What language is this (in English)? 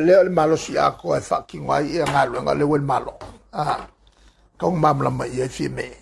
Samoan